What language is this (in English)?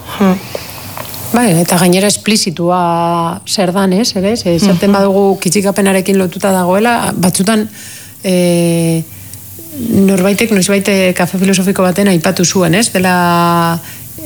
Basque